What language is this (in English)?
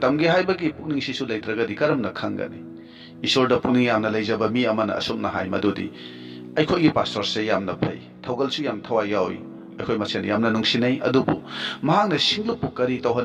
Manipuri